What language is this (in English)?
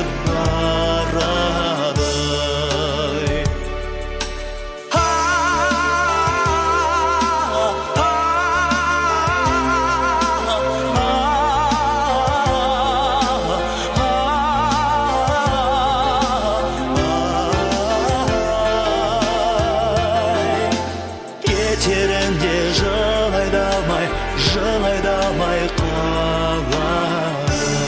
Kazakh